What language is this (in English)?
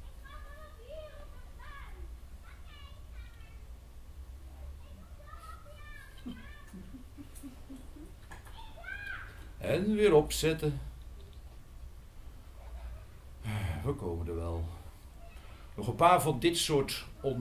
Dutch